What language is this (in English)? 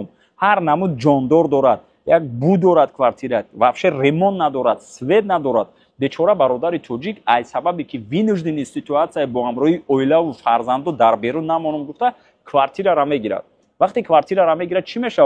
Tajik